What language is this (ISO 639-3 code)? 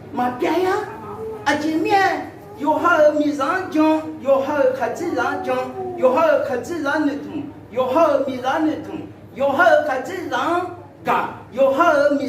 ahk